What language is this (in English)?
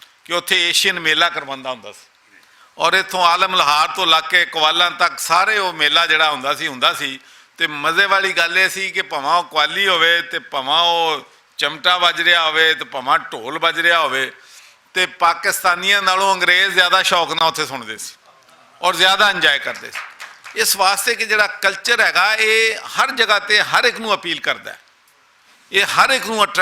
Western Panjabi